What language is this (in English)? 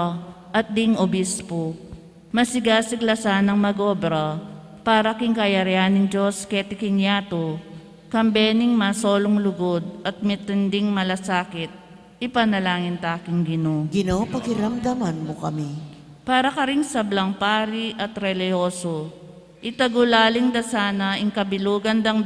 Pampanga